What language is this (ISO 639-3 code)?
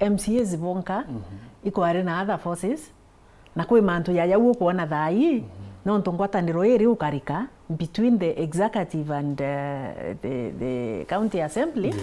mer